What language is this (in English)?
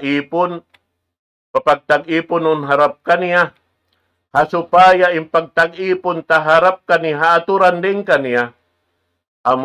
Tausug